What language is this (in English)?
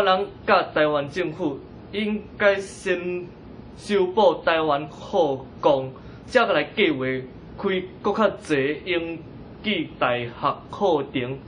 Min Nan Chinese